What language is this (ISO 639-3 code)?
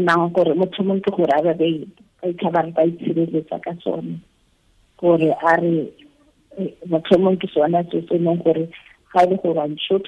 tsn